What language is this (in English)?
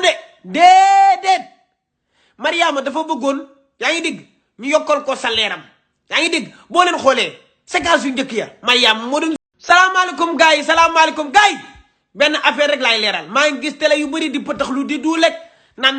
Wolof